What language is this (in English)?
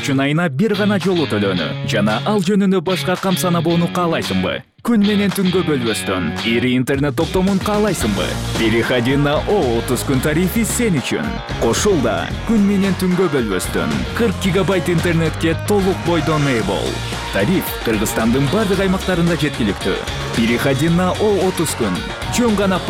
Kyrgyz